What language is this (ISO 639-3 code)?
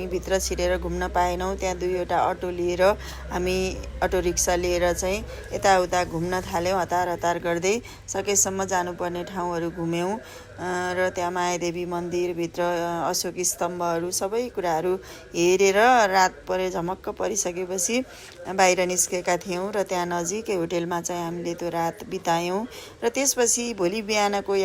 nep